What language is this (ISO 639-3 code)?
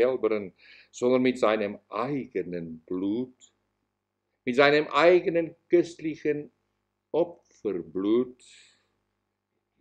deu